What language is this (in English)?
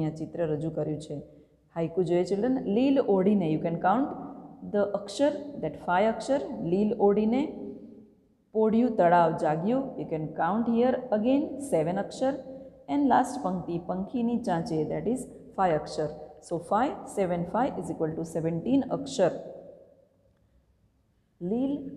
Gujarati